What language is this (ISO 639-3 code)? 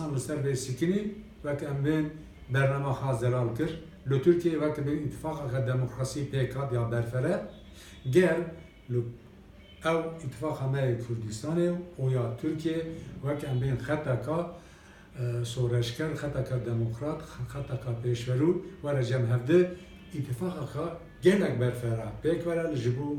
kur